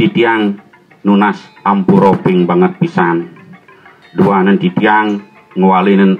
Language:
Balinese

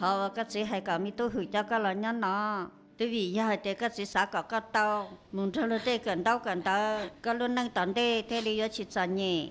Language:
Hmong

